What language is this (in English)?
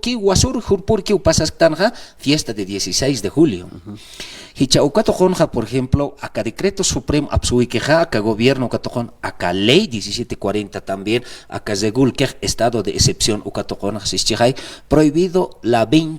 Aymara